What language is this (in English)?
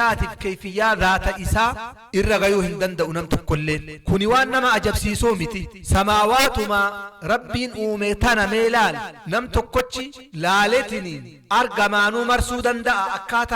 Oromo